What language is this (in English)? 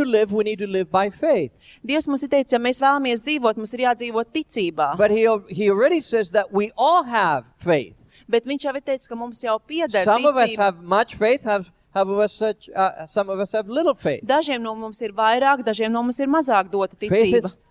Latvian